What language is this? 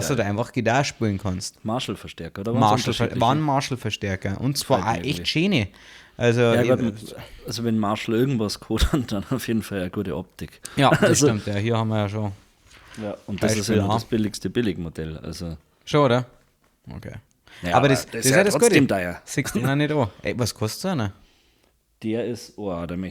Bavarian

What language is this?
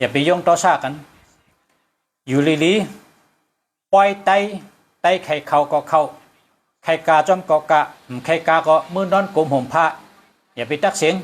Shan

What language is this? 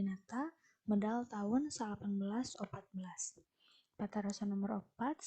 Sundanese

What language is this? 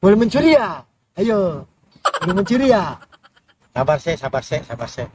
Betawi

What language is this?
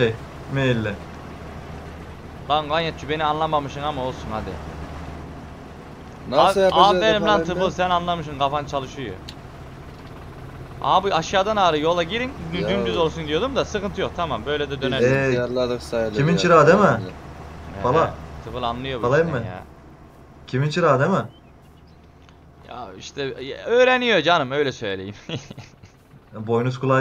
Turkish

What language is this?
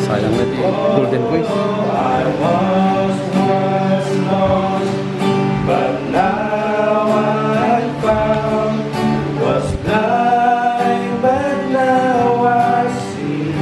Iloko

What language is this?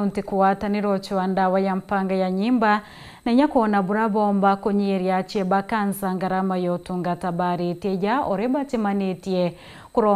Meru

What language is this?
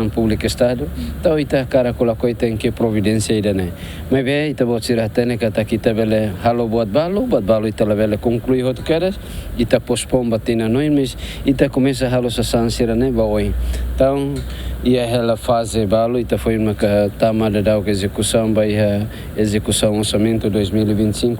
Tetum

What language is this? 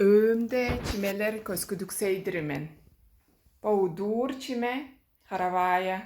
Tuvinian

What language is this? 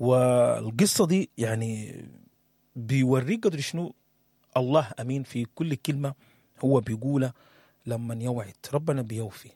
Sudanese Arabic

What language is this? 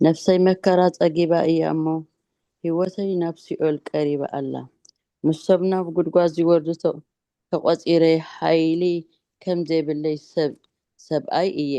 Tigrinya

